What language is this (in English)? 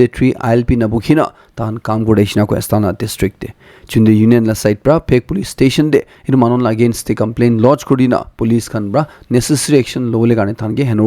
Naga Pidgin